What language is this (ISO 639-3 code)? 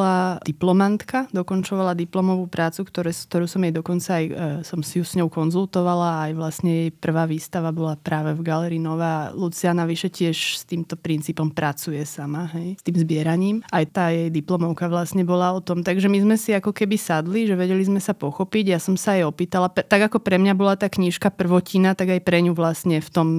slk